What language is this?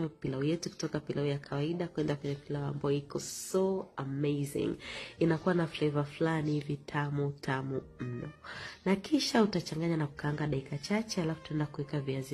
Swahili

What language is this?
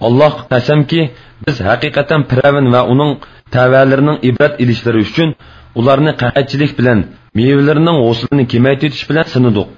Uyghur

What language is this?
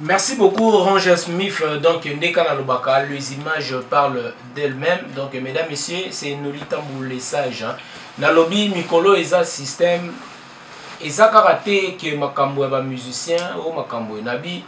Lingala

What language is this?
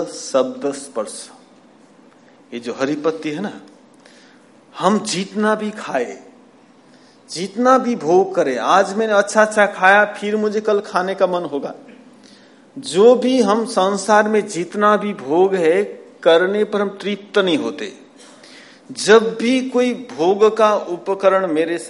Hindi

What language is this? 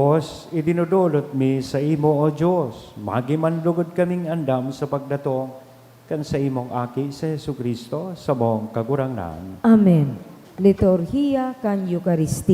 Bikol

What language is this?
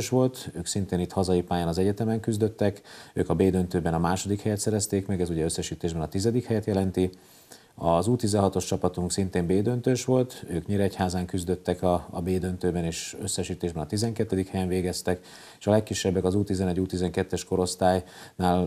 Hungarian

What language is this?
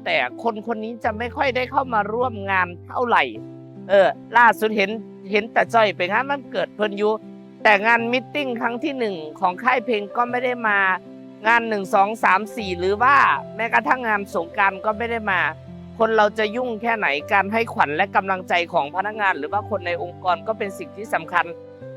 Lao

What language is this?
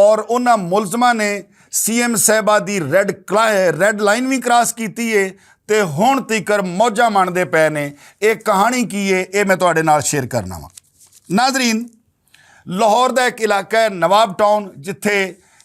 Western Panjabi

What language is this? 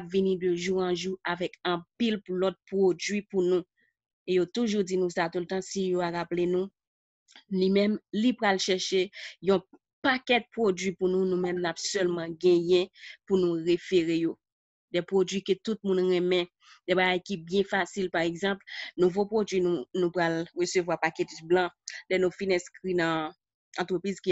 Haitian Creole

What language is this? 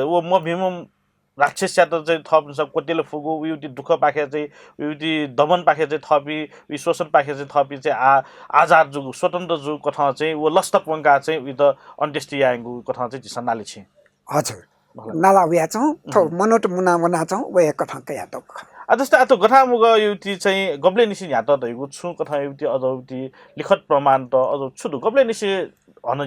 Newari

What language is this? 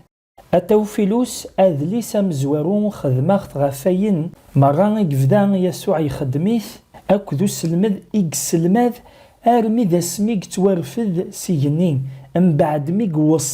Kabyle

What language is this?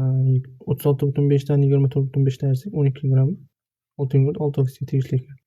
Uzbek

